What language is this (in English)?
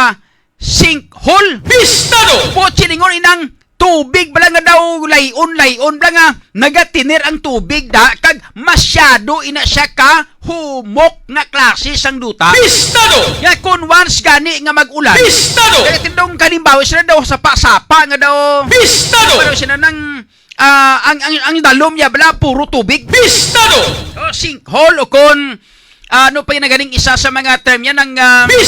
Hiligaynon